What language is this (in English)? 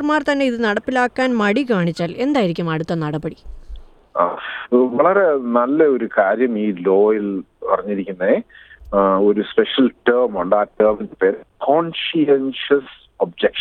Malayalam